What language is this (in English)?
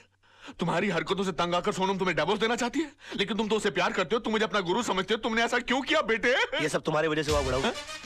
Hindi